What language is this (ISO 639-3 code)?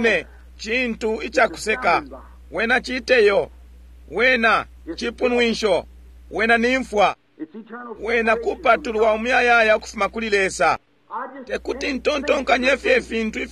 bem